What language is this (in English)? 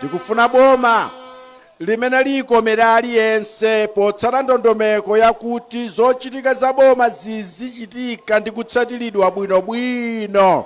Nyanja